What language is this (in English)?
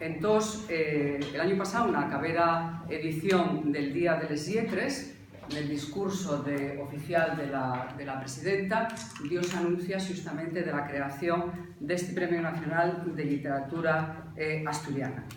Asturian